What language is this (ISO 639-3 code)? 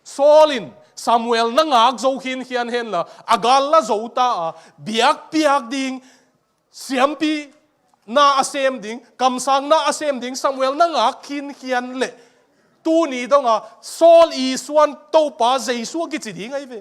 ctd